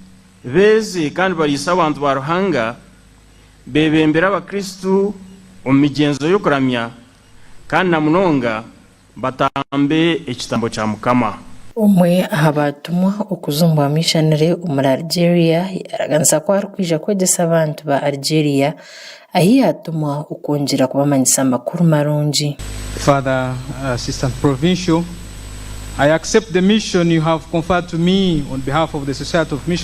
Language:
Nyankole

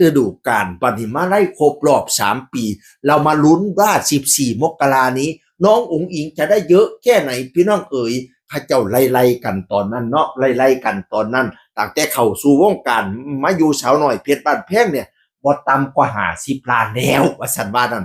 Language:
Northeastern Thai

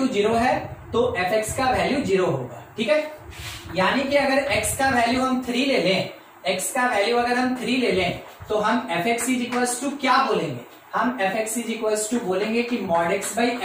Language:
Hindi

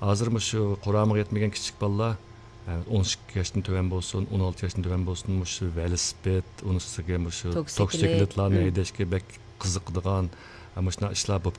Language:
Uyghur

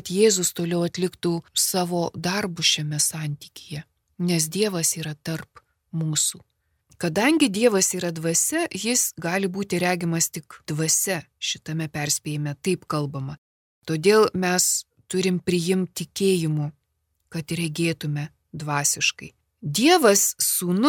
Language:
Lithuanian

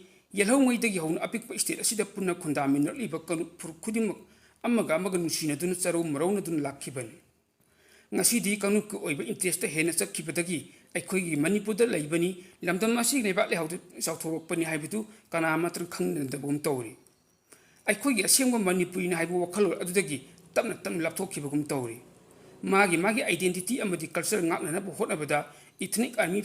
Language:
Manipuri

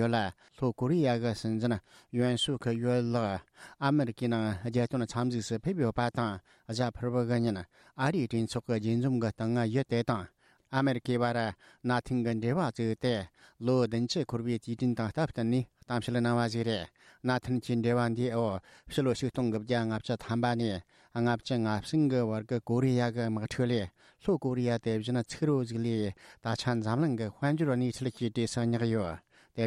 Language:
Tibetan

